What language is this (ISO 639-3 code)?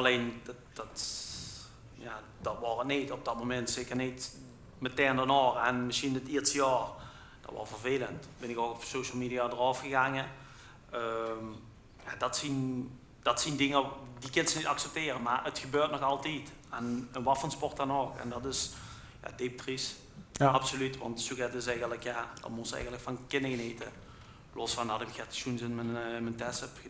lim